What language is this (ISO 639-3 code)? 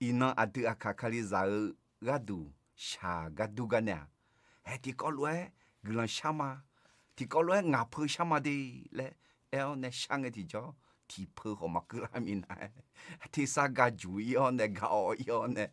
ahk